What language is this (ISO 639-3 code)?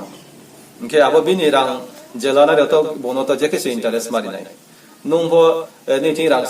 ria